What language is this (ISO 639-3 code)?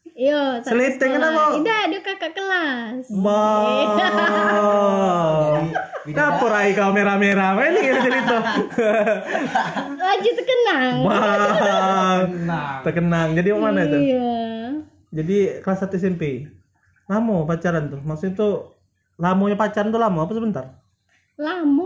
ind